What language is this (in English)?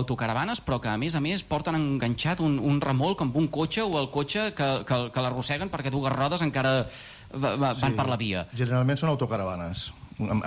Catalan